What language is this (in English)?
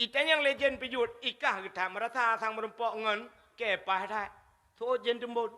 Achinese